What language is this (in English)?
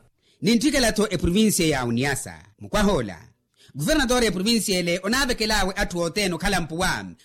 Makhuwa